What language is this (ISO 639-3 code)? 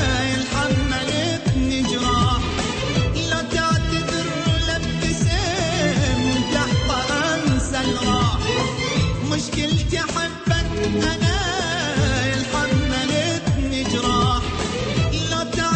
ara